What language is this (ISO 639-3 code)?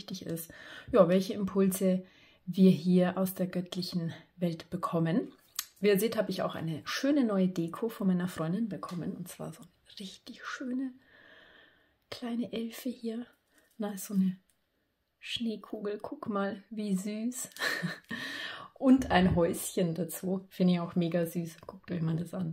deu